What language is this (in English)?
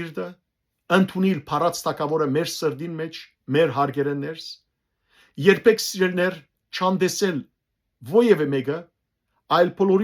Western Armenian